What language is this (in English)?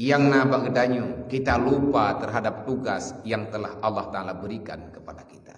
Achinese